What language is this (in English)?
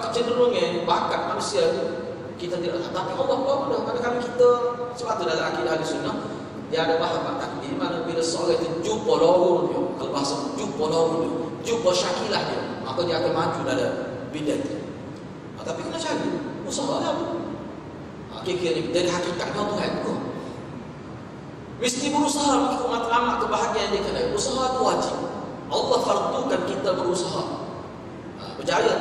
Malay